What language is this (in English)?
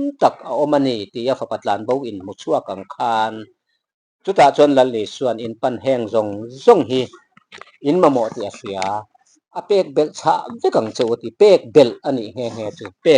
Mizo